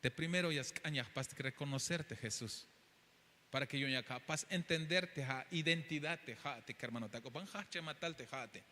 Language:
Tzeltal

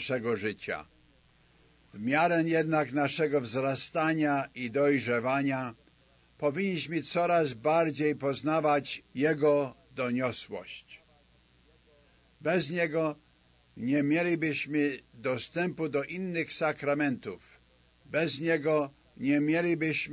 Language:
Polish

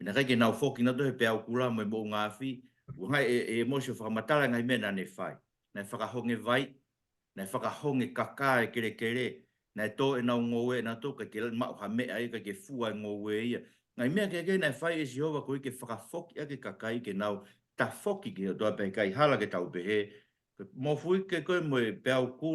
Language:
Tongan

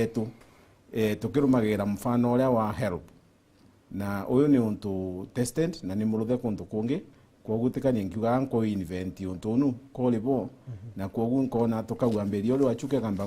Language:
Meru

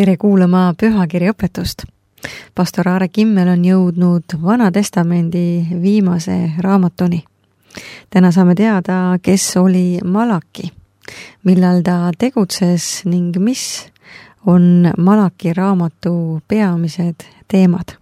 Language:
Estonian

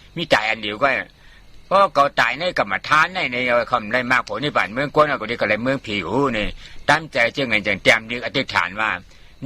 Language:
Shan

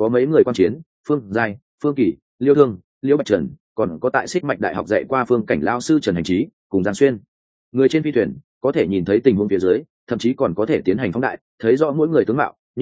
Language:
Vietnamese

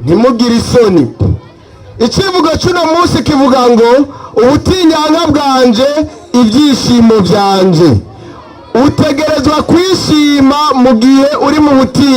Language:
Rundi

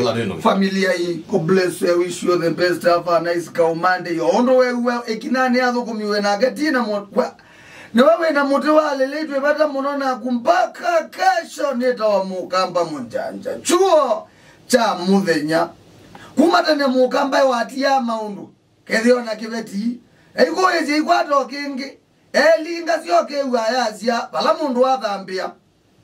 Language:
Kamba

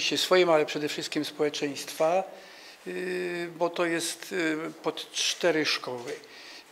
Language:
Polish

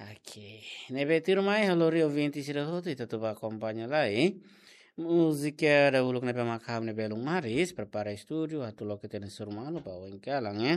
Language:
Tetum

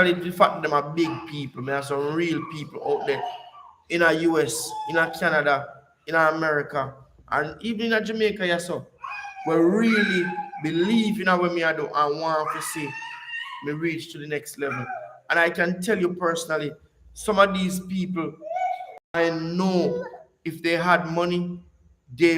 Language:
Jamaican Creole English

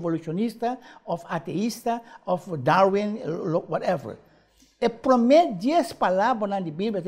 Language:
Papiamento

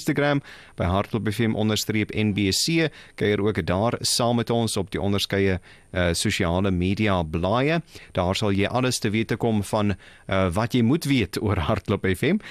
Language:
Afrikaans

